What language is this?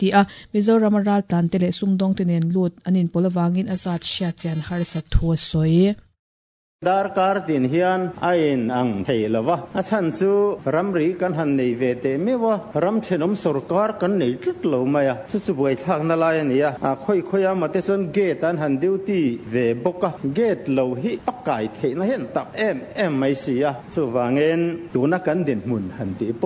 Mizo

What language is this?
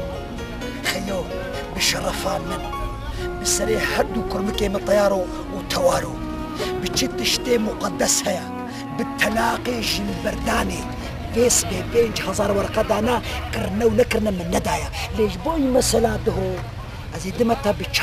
Kurdish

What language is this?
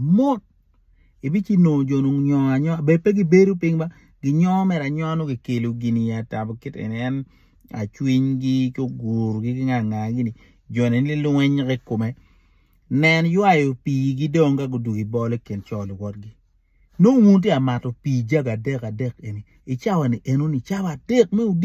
Acoli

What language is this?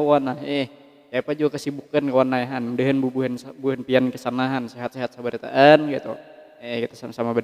Banjar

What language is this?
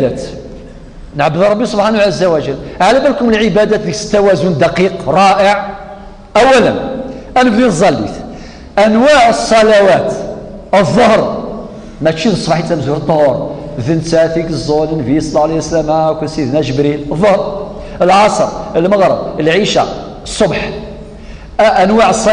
Kabyle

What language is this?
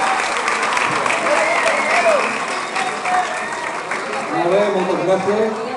Catalan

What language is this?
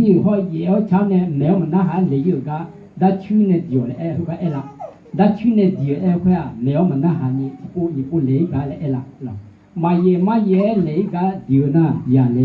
Akha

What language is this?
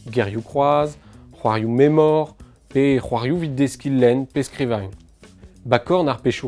Breton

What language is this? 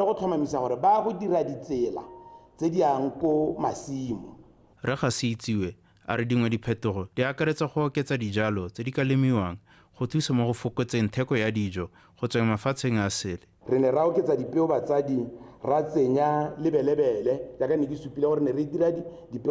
Tswana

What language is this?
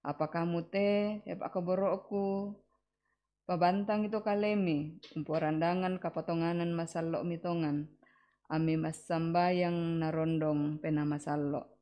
Toraja-Sa'dan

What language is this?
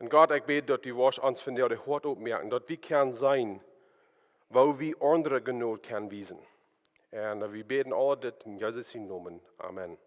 Plautdietsch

